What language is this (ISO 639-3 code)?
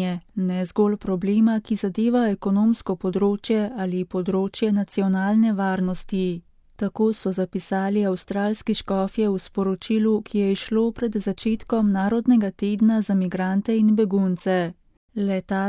slv